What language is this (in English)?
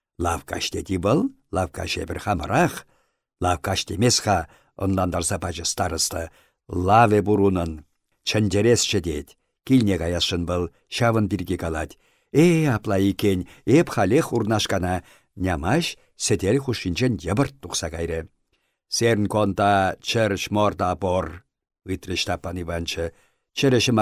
Chuvash